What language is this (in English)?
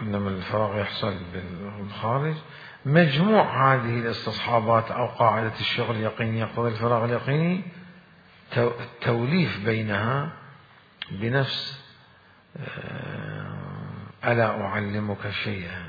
Mesopotamian Arabic